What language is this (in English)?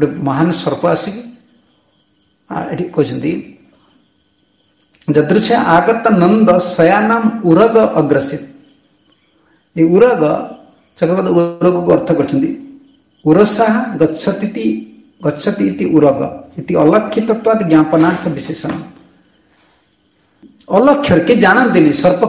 Odia